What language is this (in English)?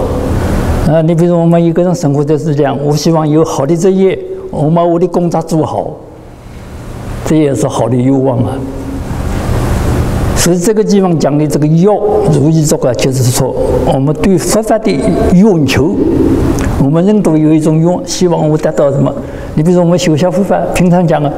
Chinese